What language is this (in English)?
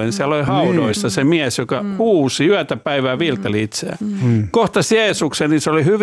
Finnish